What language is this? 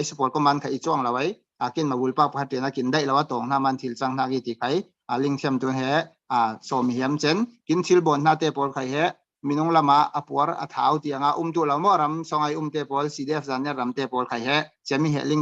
Falam Chin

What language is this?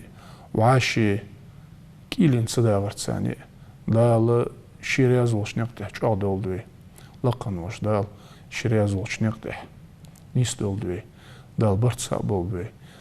Ingush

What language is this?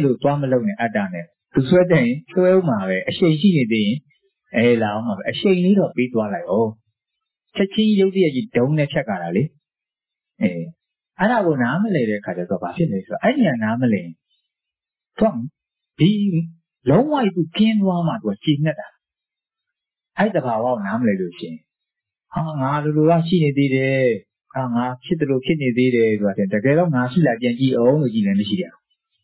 Burmese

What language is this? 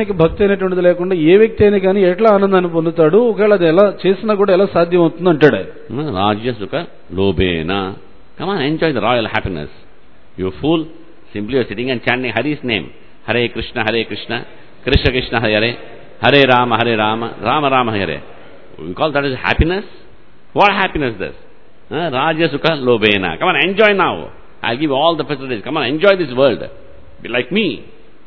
Telugu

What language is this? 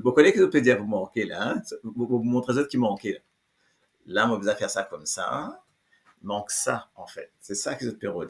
Morisyen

